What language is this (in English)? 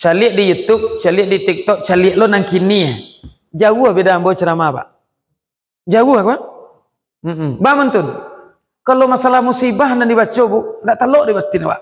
Minangkabau